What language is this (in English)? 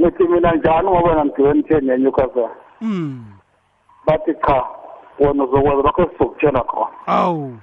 South Ndebele